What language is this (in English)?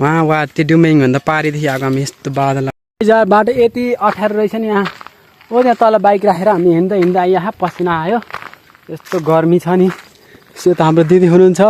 Nepali